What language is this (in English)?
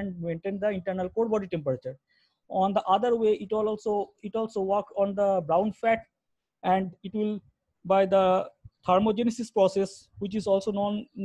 English